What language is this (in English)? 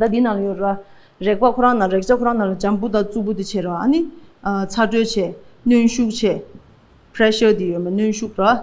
Tibetan